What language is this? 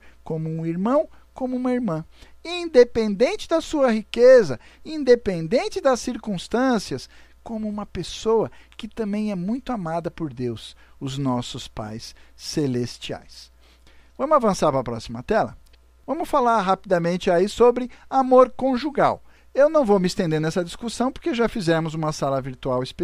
Portuguese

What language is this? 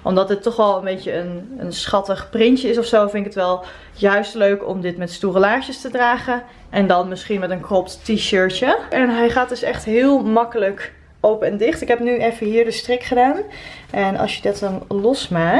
Dutch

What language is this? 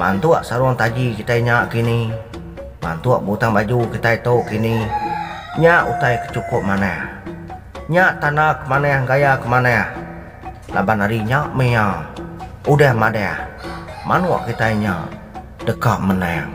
Iban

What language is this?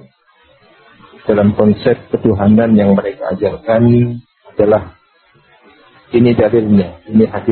Indonesian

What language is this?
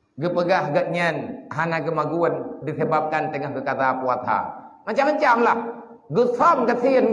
Achinese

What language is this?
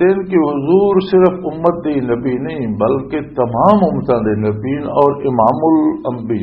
Western Panjabi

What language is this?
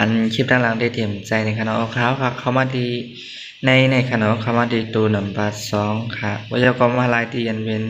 Shan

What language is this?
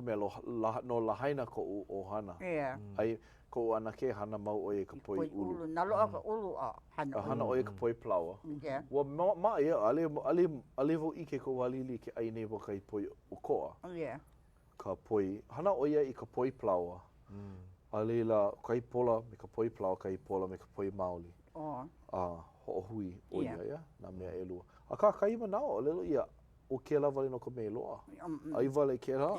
Hawaiian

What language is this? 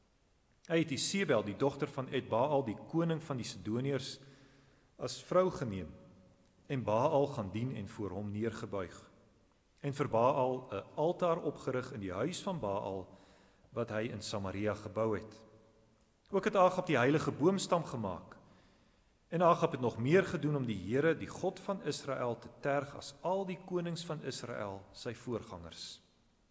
Afrikaans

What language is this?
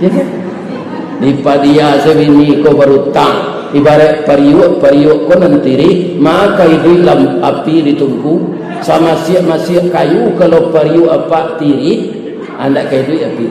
Minangkabau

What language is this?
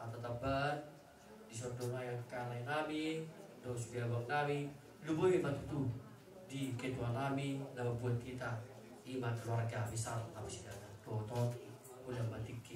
Batak Toba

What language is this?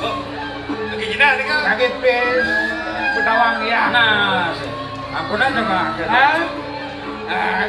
Balinese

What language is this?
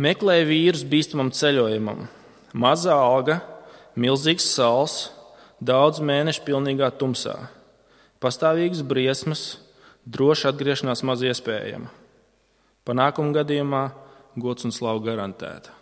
Latvian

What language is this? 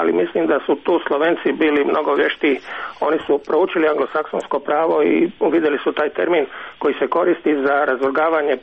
Croatian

